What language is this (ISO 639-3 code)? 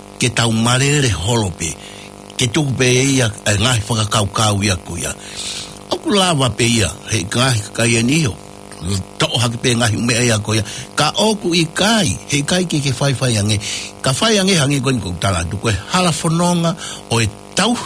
ton